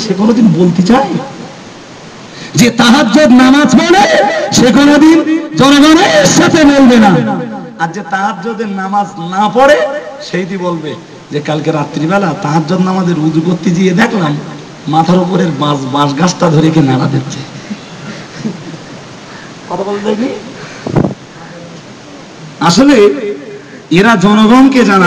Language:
Bangla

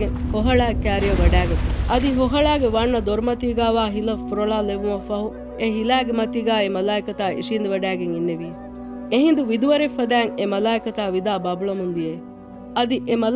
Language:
Divehi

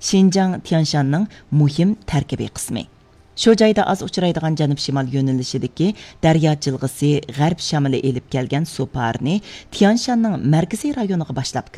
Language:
Uyghur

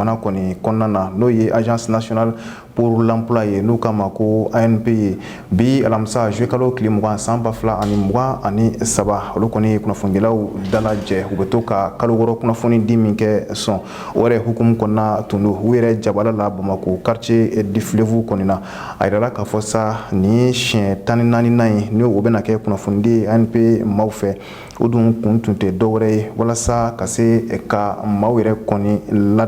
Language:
Bambara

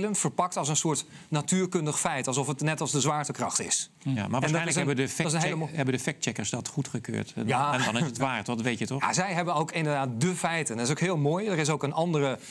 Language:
Dutch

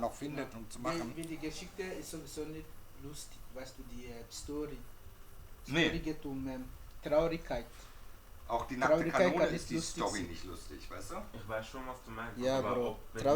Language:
Swiss German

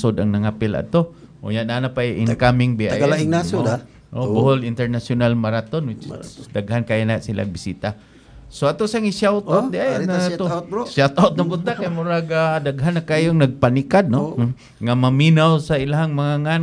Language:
Cebuano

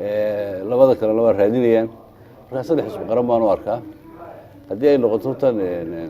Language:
Somali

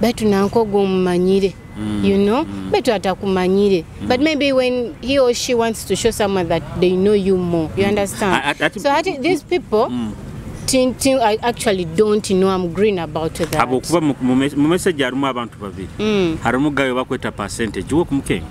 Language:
Nyoro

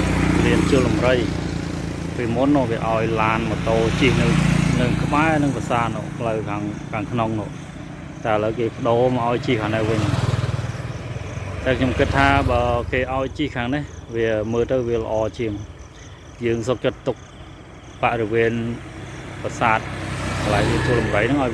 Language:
Khmer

